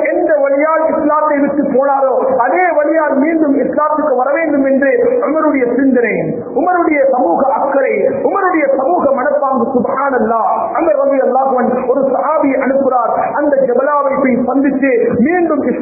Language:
Tamil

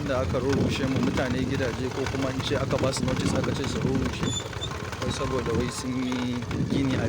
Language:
Hausa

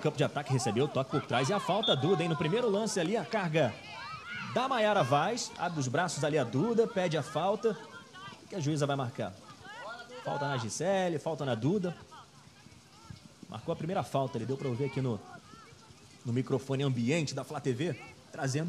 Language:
Portuguese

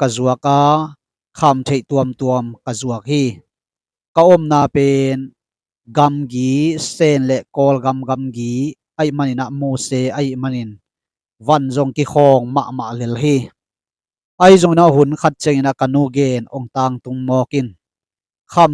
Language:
Tedim Chin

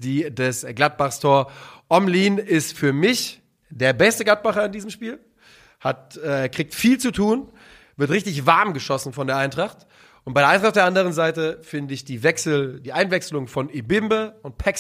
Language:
German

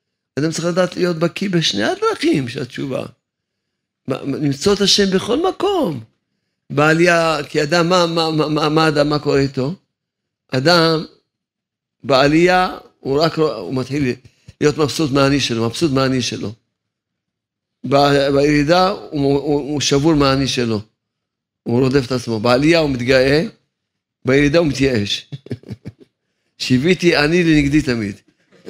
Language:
Hebrew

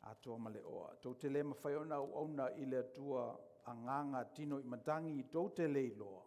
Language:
Samoan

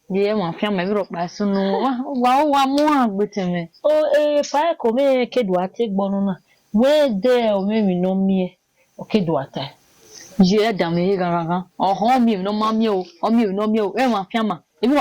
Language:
Bini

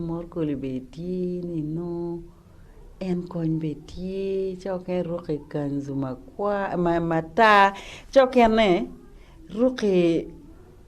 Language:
Acoli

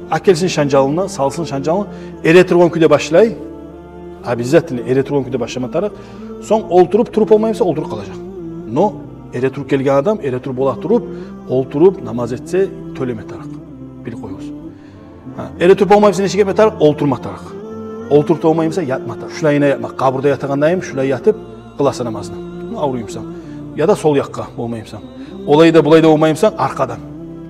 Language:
Kumyk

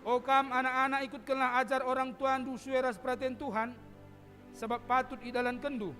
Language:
Batak Karo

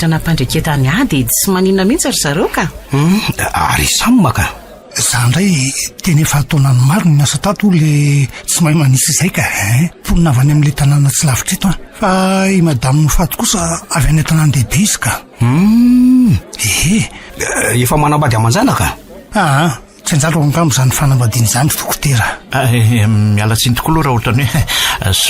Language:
Malagasy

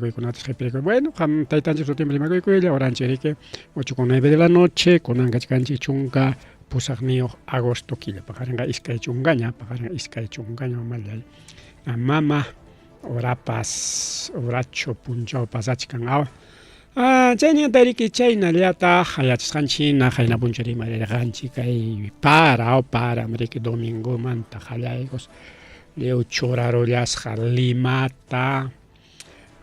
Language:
Ayacucho Quechua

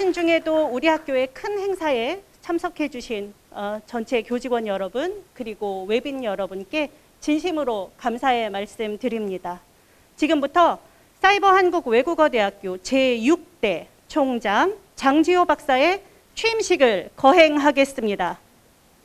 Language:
Korean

